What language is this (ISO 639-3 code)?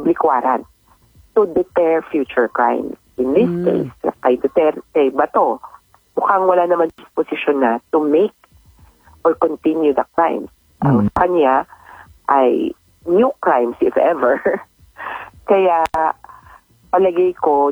fil